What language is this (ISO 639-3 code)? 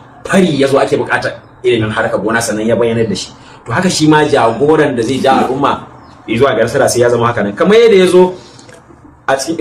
hau